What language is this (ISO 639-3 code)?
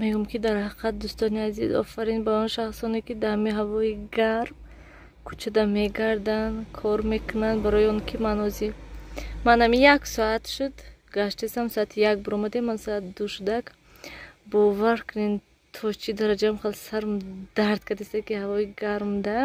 tgk